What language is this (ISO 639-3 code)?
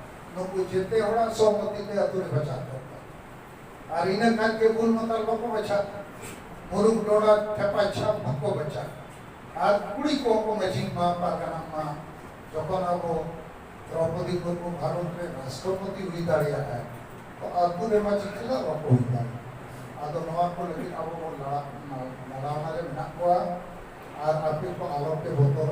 sat